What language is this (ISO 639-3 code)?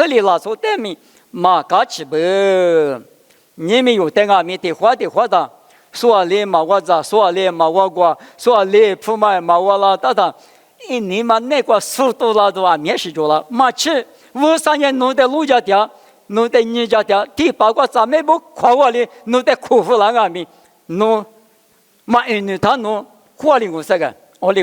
lis